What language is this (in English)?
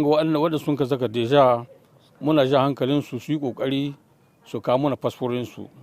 Hausa